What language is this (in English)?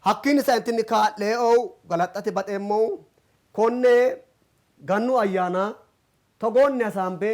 Sidamo